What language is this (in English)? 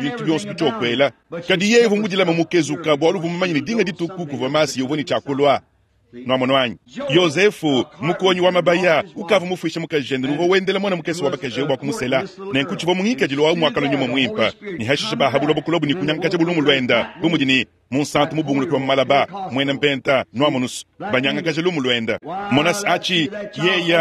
Luba-Lulua